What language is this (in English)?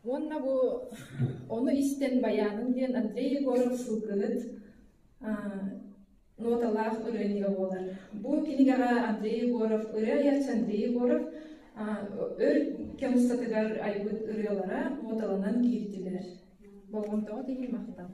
Yakut